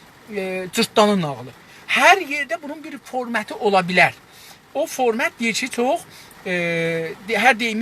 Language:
South Azerbaijani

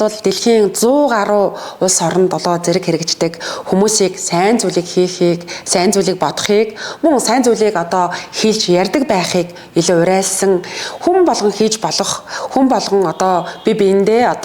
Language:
Mongolian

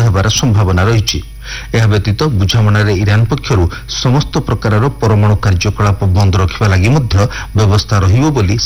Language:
Odia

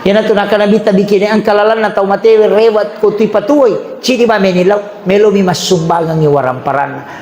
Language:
Buginese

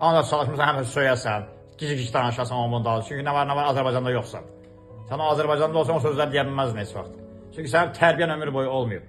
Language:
Azerbaijani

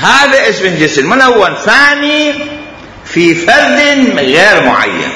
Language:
Mesopotamian Arabic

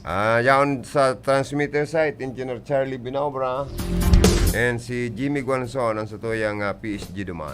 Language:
Bikol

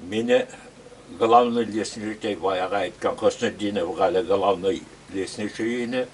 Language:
Bashkir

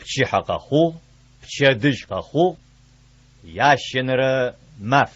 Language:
Adyghe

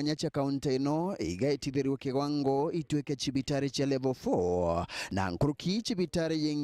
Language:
Meru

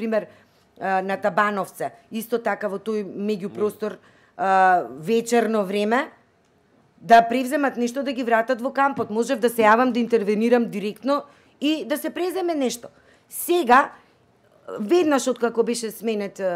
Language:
Macedonian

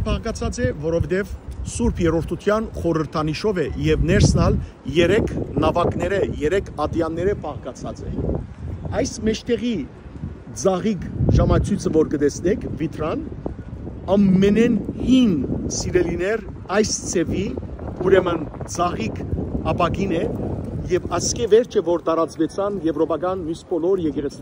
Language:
Western Armenian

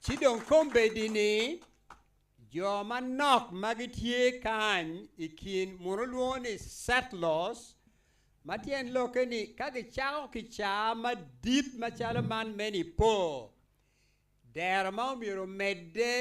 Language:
Acoli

